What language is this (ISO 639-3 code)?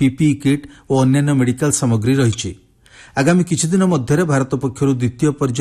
ori